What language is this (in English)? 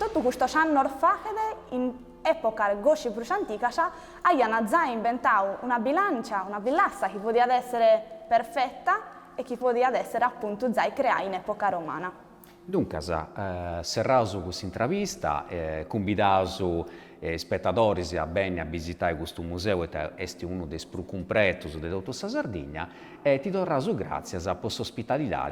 Sardinian